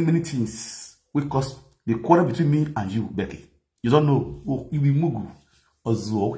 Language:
Nigerian Pidgin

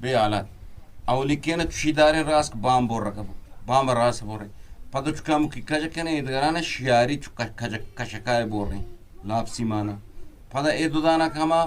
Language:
Eastern Balochi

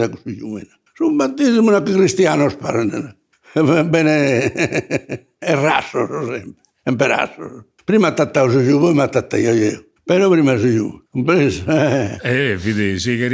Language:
Sardinian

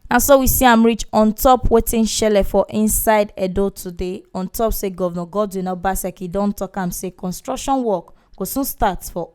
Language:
Nigerian Pidgin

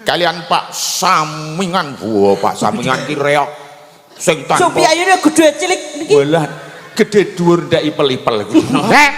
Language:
Javanese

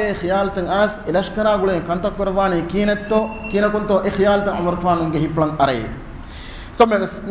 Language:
Divehi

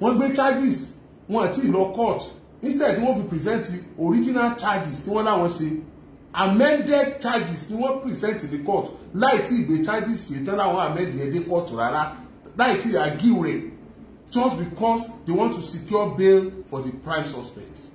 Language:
Yoruba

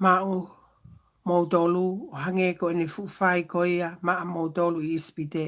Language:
Tongan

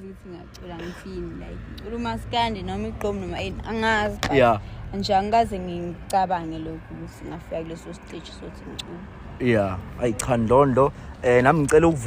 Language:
Zulu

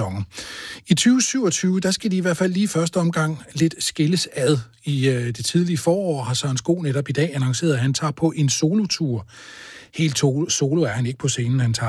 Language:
Danish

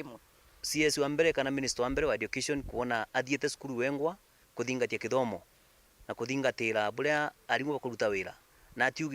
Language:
Meru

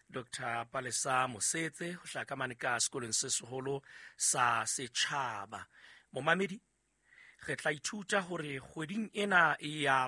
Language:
Southern Sotho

